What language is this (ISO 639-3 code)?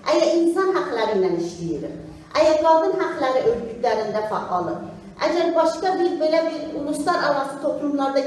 azb